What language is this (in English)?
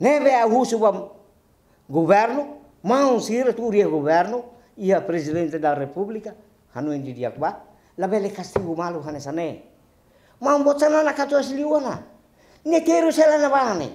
Tetum